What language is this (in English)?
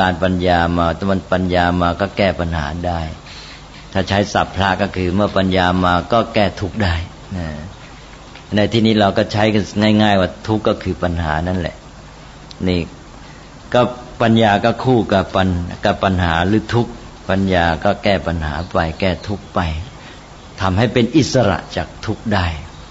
Thai